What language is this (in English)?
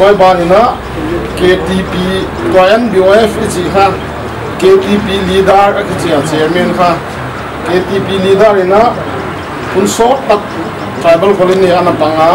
Paite Chin